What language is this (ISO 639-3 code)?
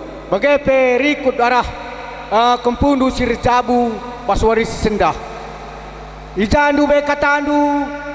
btx